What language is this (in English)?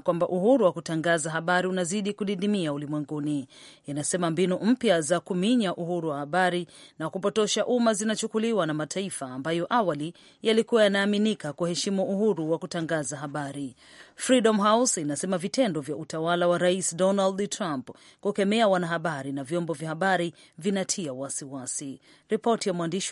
Swahili